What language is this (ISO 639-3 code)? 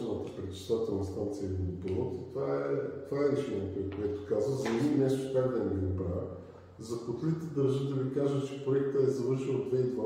bul